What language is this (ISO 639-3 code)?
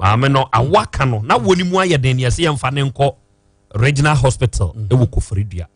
aka